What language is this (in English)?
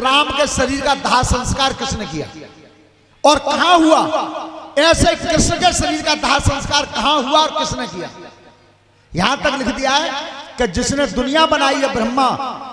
Hindi